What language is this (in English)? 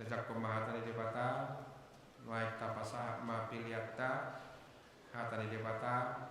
Batak Toba